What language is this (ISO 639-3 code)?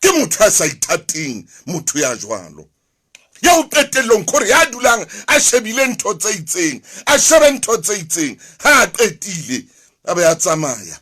sot